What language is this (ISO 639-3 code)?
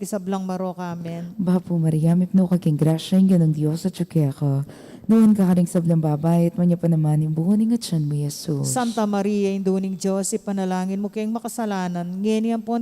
pam